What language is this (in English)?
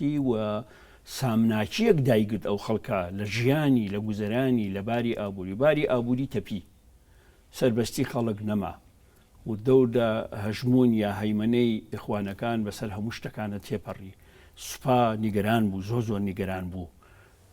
Central Kurdish